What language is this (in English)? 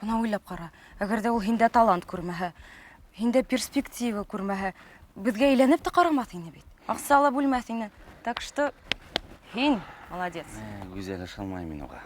Bashkir